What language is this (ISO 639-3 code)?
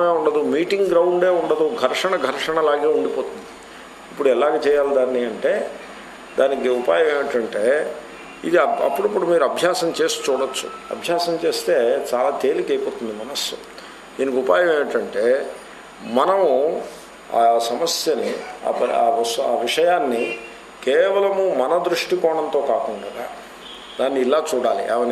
tel